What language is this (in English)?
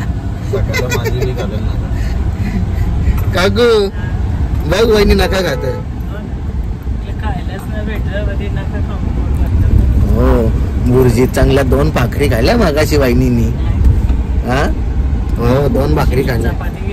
Marathi